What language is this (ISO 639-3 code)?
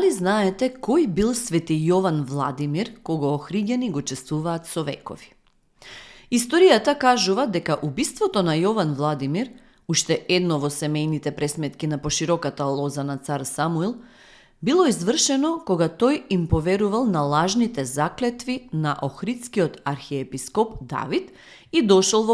mkd